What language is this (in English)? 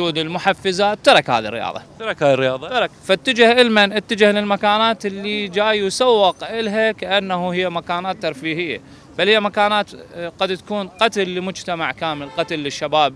Arabic